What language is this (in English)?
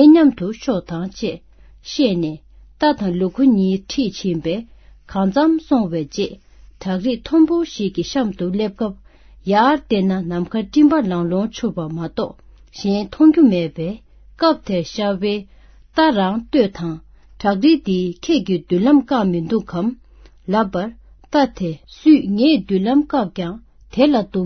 Tibetan